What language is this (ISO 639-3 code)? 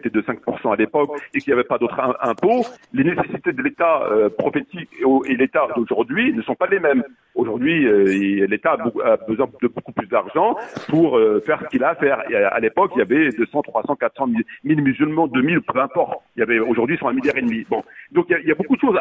fra